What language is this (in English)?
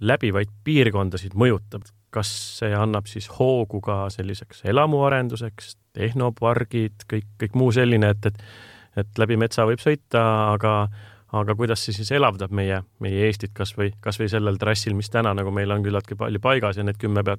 Estonian